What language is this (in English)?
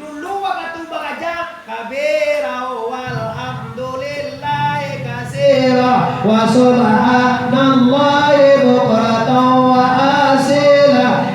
Minangkabau